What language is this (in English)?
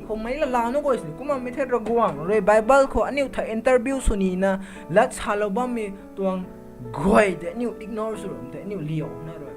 Rongmei Naga